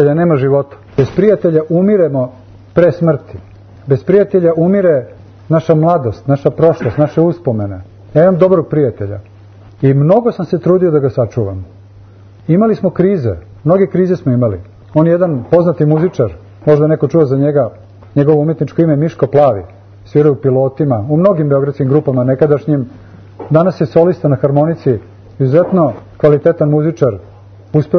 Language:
Serbian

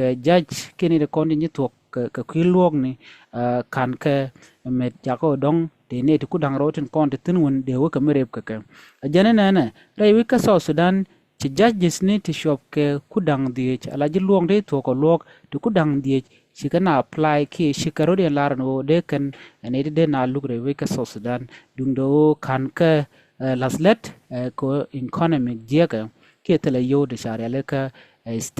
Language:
Nuer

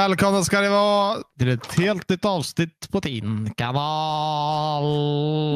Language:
Swedish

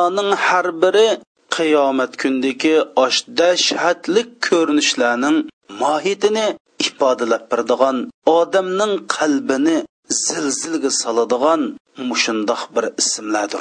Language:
Uyghur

